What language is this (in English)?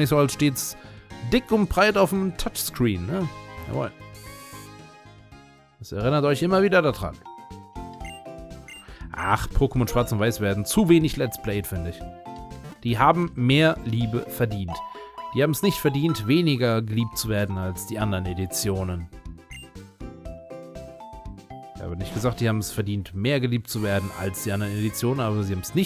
German